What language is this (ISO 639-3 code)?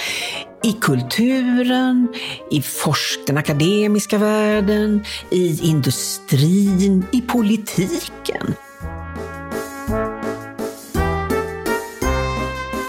swe